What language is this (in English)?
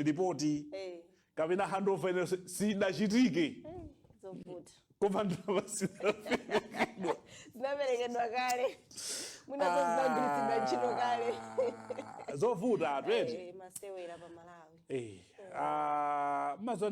Nyanja